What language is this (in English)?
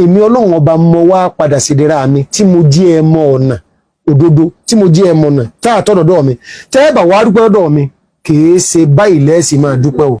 Yoruba